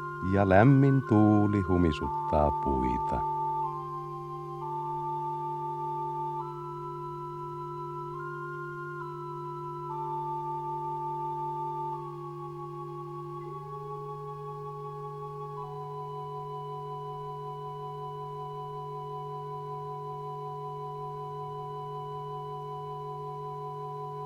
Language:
Finnish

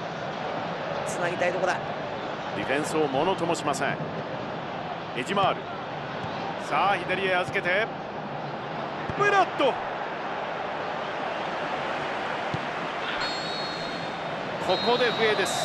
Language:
Japanese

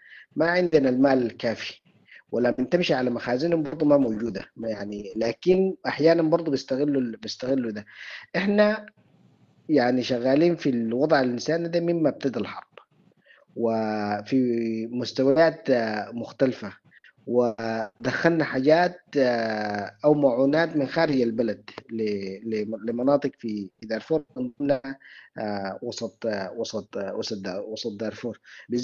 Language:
Sudanese Arabic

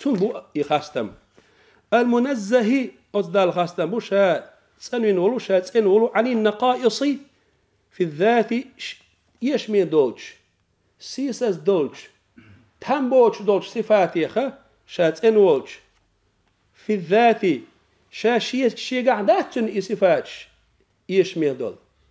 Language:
Chechen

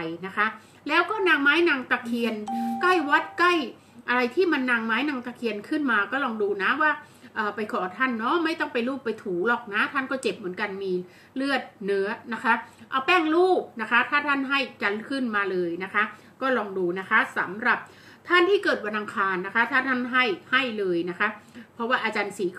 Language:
Thai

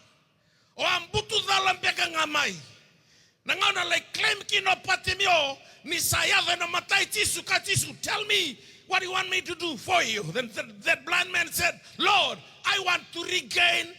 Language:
Fijian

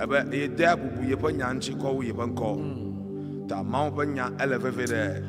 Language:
Ewe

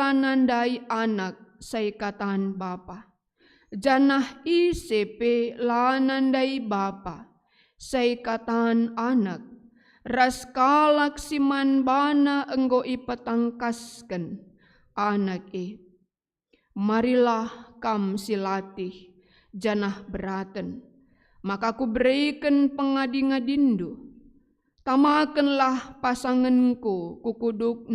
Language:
Batak Karo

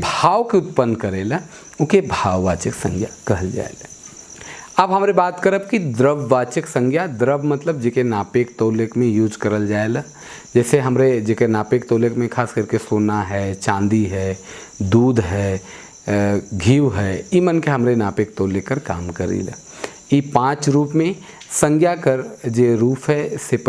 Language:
Sadri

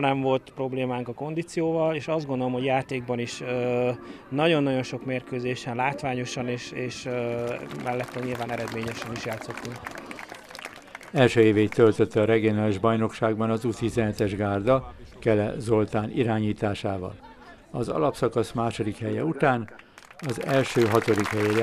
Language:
Hungarian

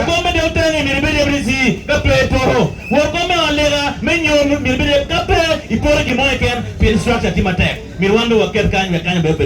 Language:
Acoli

